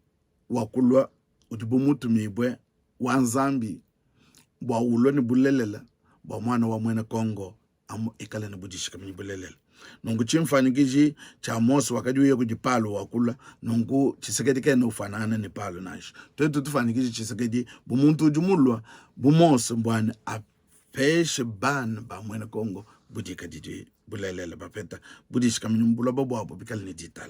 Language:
Luba-Lulua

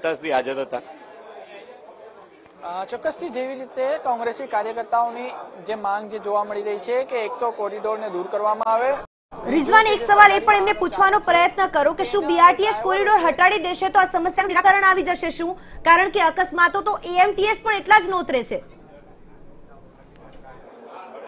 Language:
Gujarati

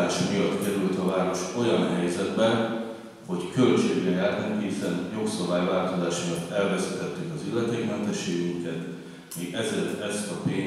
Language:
Hungarian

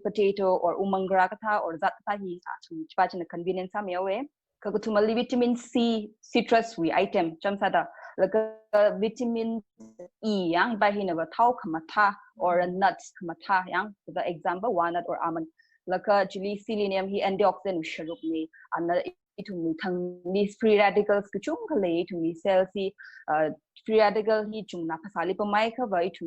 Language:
Tangkhul Naga (India)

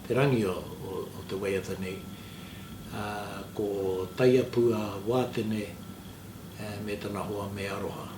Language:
Māori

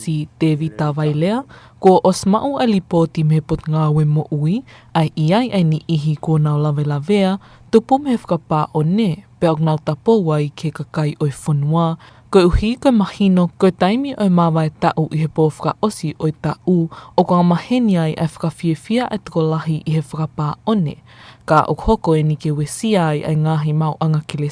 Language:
Tongan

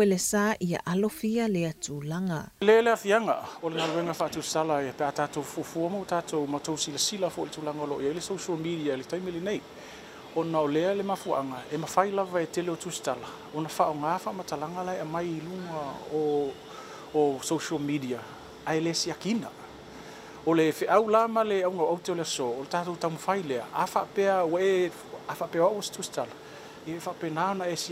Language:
Samoan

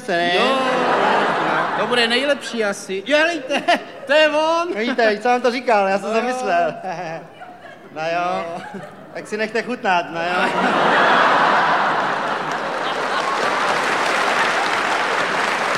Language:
Czech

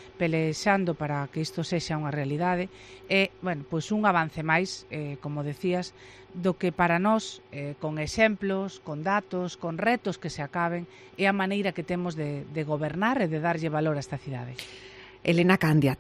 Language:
Galician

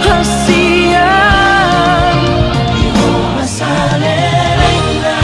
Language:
Batak Toba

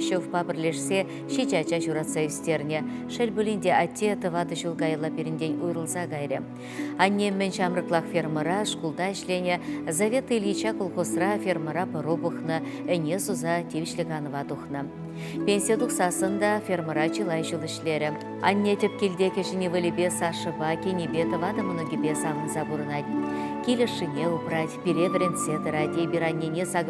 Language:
Chuvash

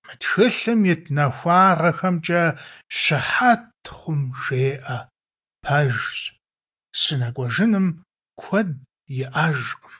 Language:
Kabardian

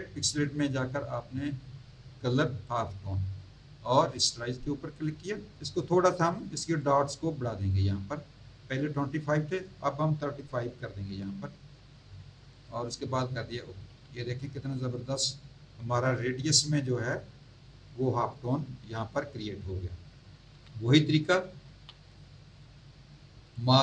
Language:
Hindi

